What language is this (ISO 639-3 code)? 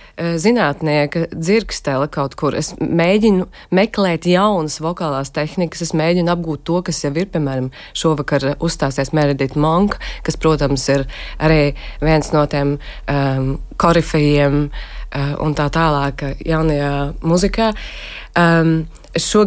lav